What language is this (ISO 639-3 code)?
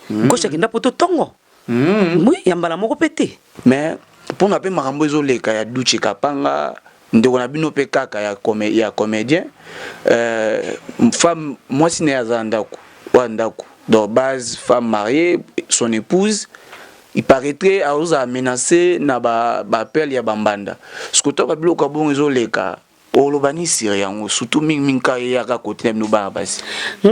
lin